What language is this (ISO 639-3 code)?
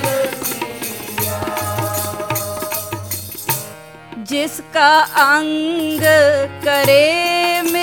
pan